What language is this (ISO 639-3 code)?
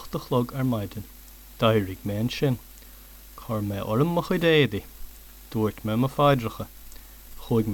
gle